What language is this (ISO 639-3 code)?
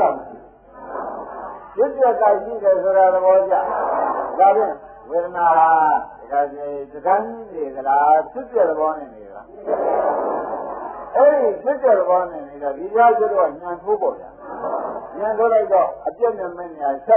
mya